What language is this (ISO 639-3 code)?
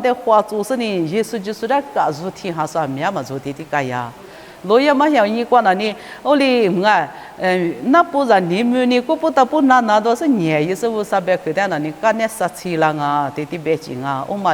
lis